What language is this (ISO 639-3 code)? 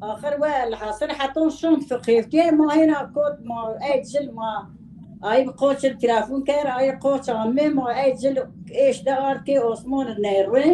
zza